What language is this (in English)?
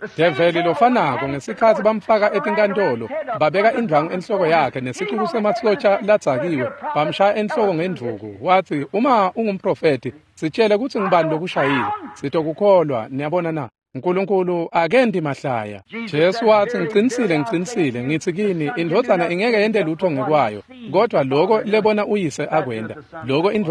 Swati